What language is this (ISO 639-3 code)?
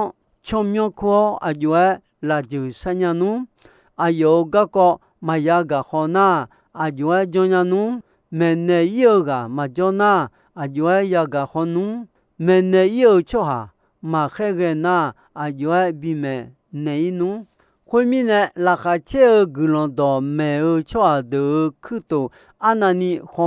ahk